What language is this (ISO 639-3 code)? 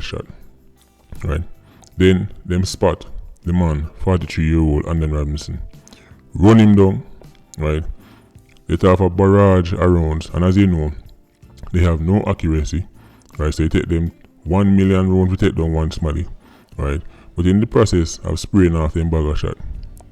jam